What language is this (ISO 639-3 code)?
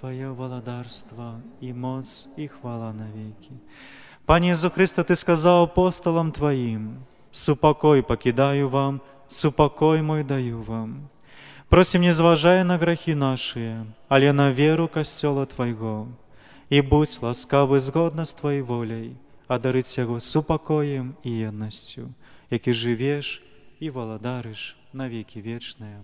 bel